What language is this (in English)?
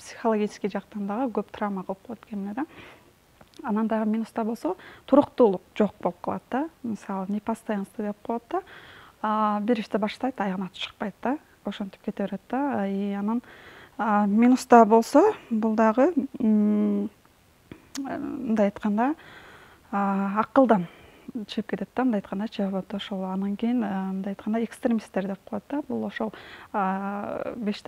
Kyrgyz